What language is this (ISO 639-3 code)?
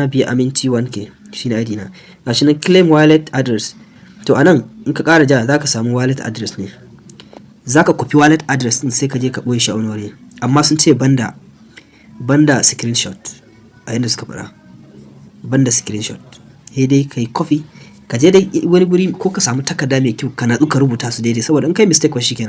hau